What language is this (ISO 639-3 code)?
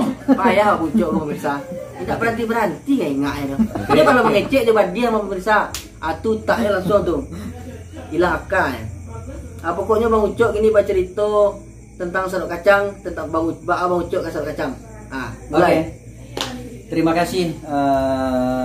min